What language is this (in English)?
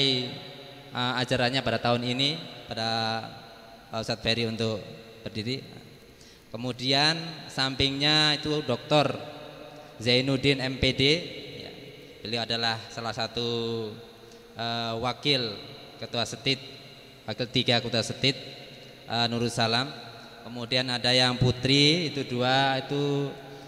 Indonesian